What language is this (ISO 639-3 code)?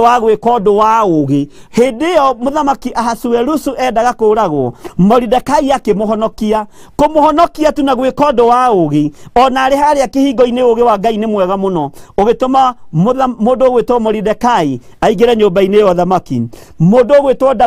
kik